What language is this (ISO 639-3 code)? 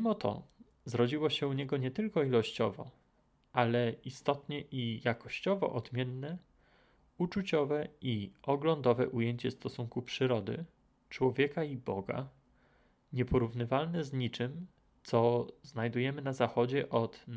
pol